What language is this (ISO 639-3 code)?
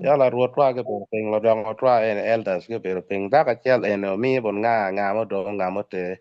ach